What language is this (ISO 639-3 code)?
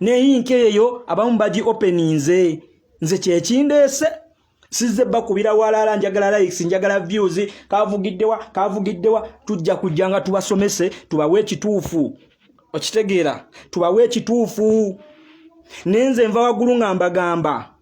lug